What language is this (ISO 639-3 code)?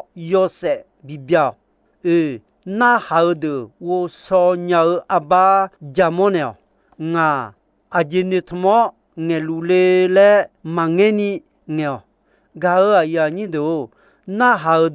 ahk